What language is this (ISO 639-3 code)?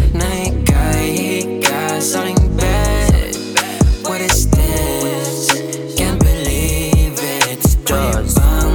fil